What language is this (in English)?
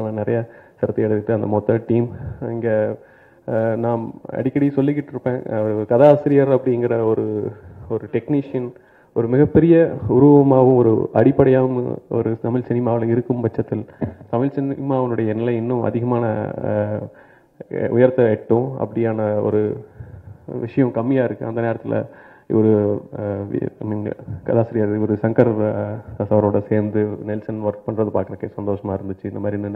Tamil